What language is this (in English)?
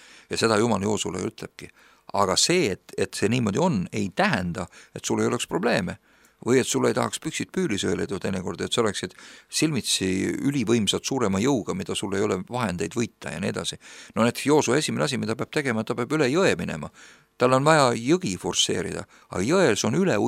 Estonian